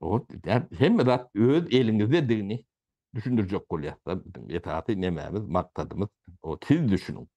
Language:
Turkmen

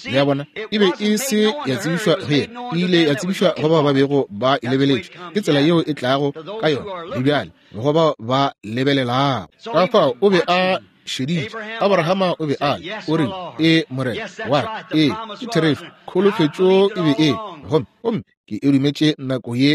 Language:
Northern Sotho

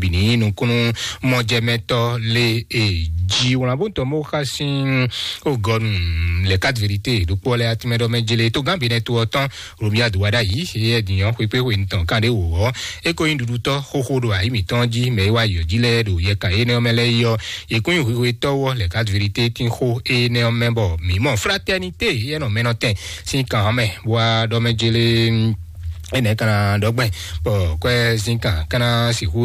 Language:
Fon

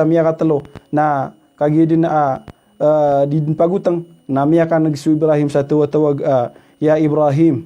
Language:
Maranao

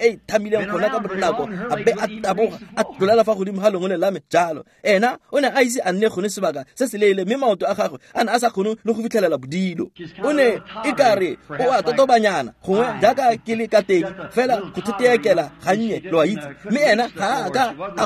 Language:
Tswana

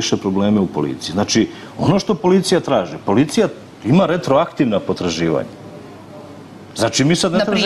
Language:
Serbian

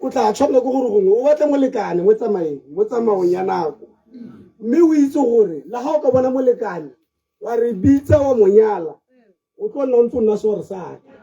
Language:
Tswana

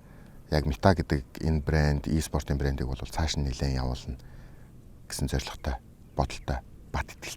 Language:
Mongolian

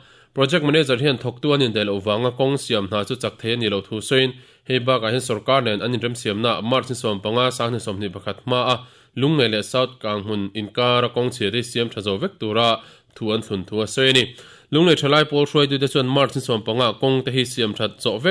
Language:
Mizo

